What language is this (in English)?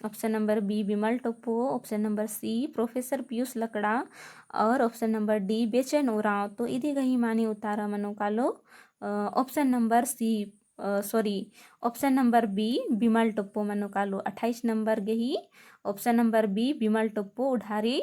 Kurukh